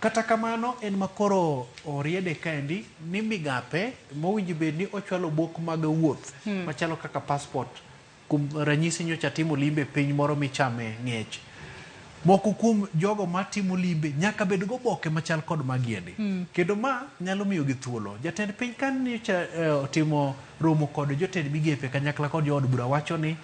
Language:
Luo (Kenya and Tanzania)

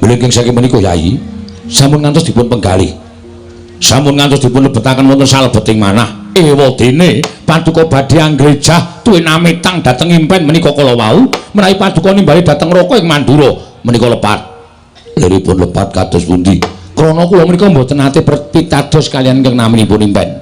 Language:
Javanese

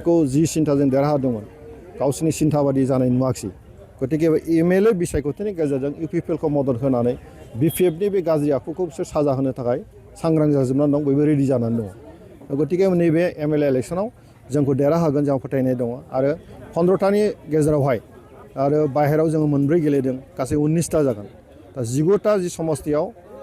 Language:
Bodo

